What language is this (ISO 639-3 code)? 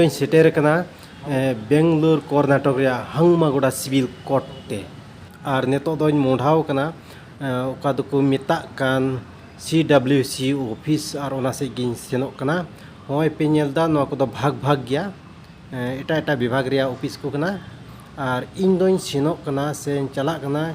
sat